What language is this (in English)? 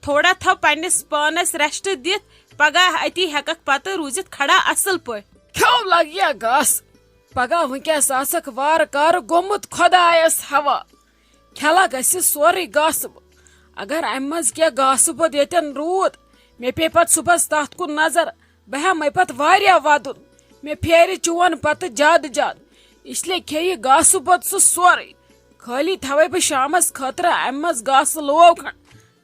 Kashmiri